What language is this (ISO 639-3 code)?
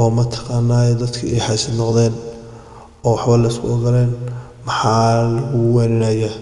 som